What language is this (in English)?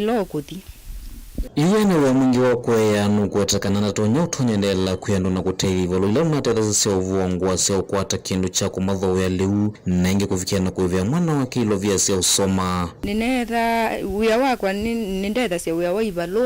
Kamba